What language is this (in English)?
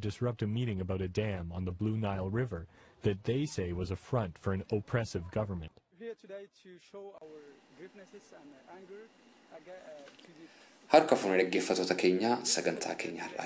Oromo